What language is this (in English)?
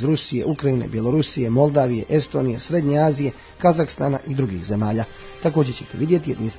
Croatian